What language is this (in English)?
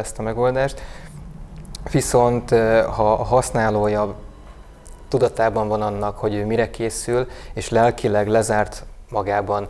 Hungarian